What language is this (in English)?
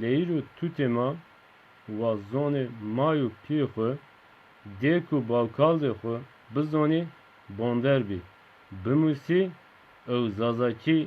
Zaza